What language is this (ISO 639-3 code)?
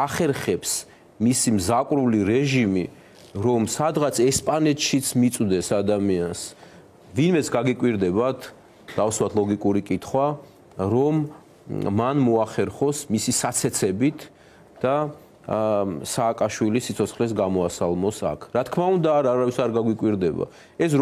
kat